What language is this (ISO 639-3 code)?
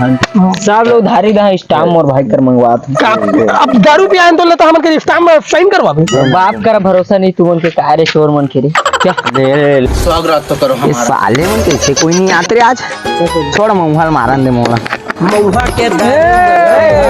hne